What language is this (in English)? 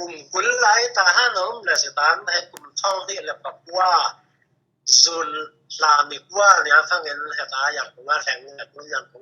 Falam Chin